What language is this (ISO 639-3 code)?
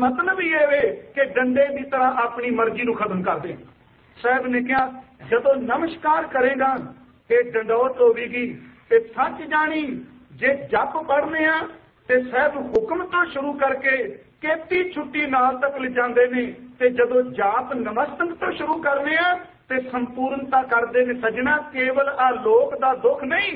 pan